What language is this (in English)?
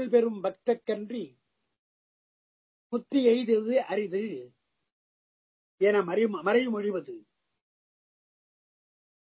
Tamil